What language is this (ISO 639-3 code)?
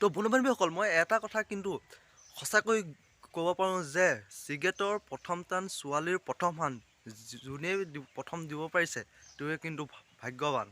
asm